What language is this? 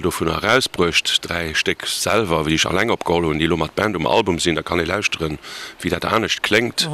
Luxembourgish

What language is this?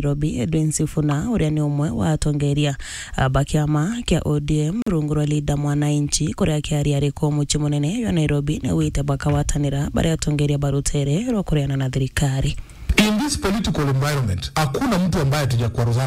Meru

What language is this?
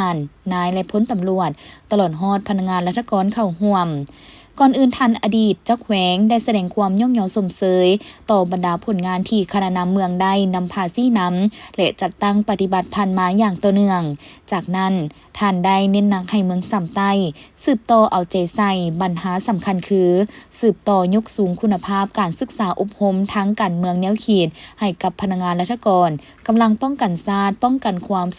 Lao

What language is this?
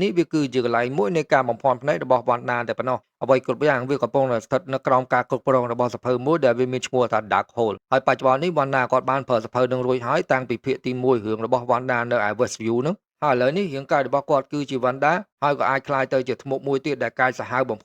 Khmer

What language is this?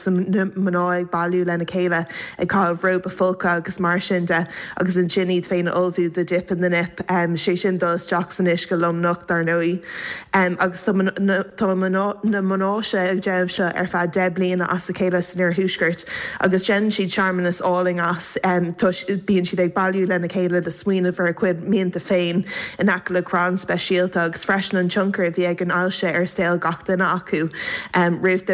Irish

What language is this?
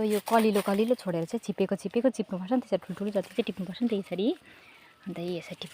Nepali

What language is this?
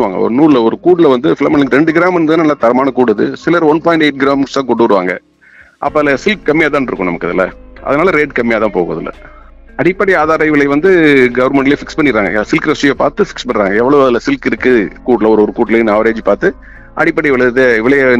Tamil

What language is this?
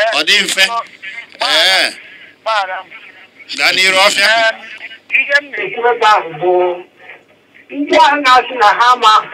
Igbo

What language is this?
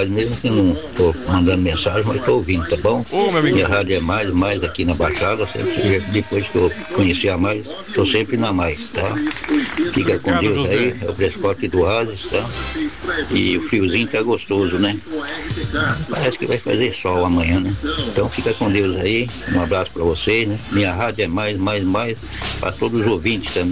Portuguese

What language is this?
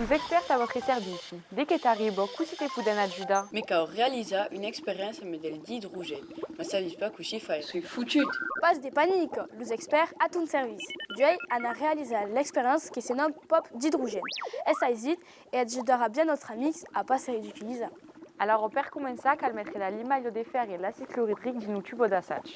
Occitan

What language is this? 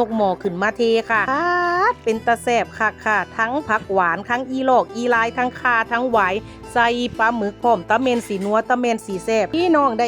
Northeastern Thai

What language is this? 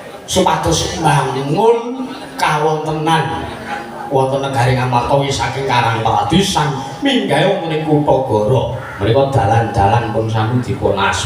Javanese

